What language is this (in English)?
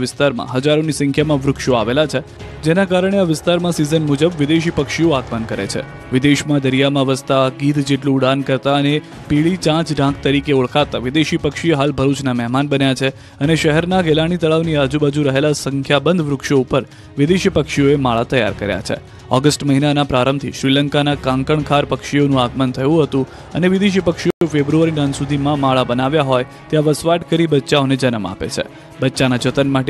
Gujarati